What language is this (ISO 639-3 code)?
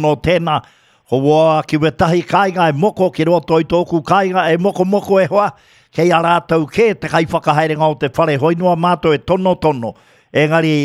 mri